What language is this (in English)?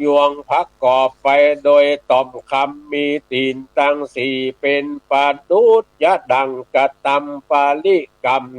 Northern Thai